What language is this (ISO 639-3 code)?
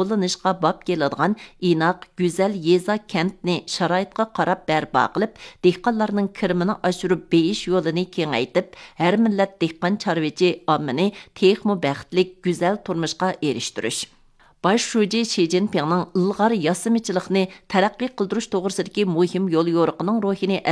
uig